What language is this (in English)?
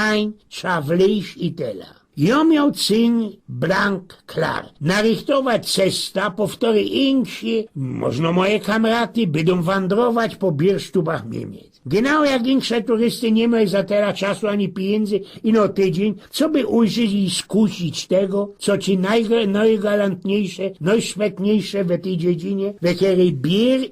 Silesian